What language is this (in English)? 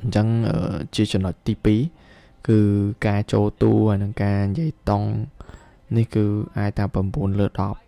Khmer